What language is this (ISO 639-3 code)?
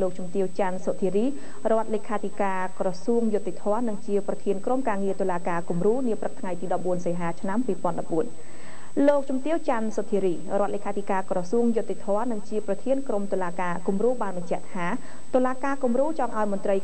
khm